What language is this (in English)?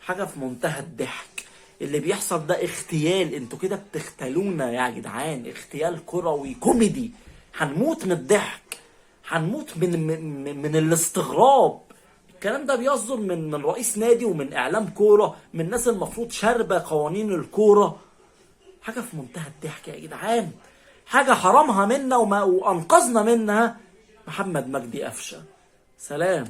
Egyptian Arabic